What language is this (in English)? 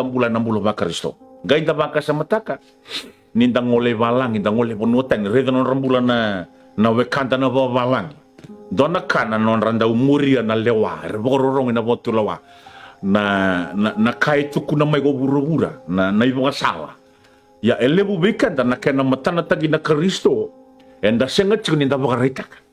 Fijian